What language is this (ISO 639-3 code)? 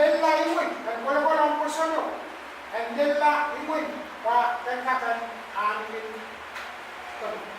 pon